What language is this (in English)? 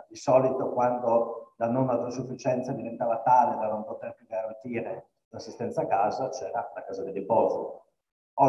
Italian